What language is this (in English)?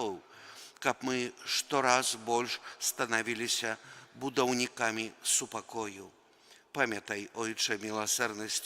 Belarusian